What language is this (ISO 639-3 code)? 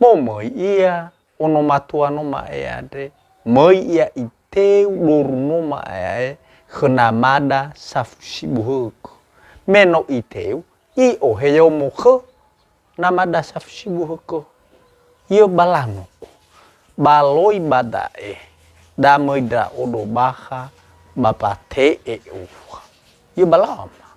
nia